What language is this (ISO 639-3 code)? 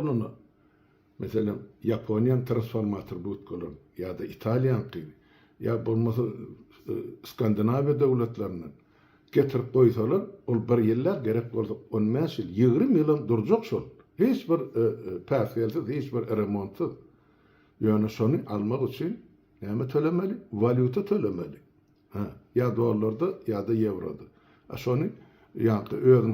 tuk